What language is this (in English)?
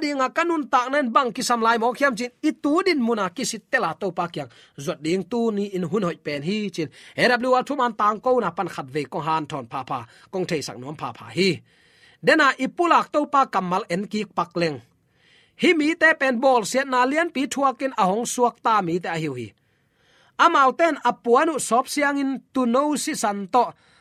Tedim Chin